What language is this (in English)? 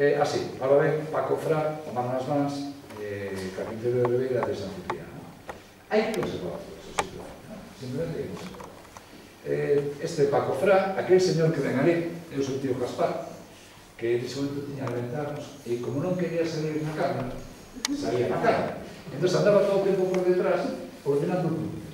Galician